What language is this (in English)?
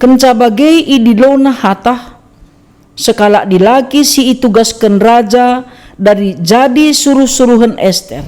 Batak Karo